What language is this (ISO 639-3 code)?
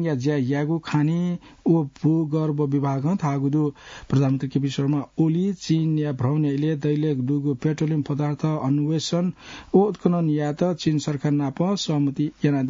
new